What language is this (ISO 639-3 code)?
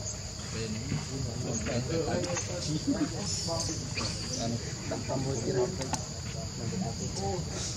vie